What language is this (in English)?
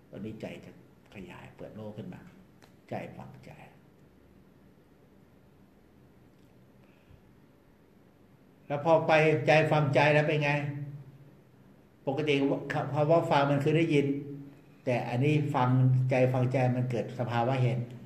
Thai